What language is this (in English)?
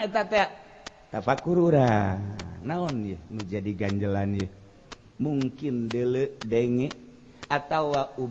Sundanese